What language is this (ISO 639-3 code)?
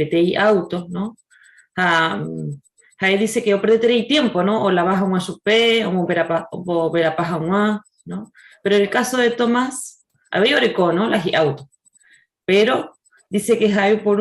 grn